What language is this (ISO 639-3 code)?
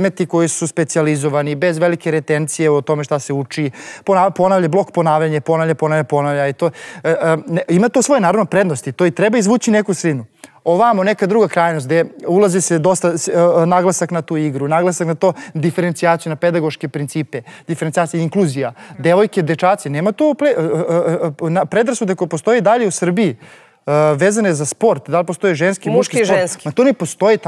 srp